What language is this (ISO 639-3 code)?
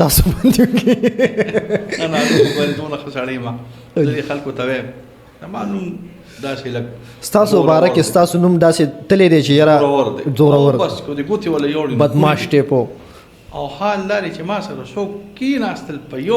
pus